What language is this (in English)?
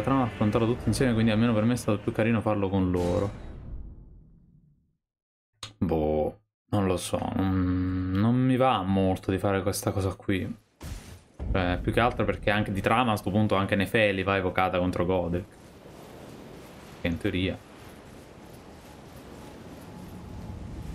Italian